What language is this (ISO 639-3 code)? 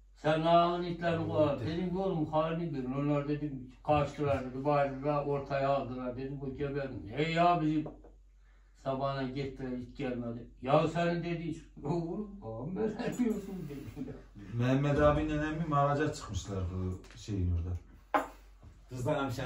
tur